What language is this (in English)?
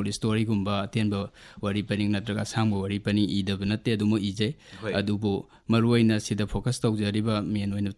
Manipuri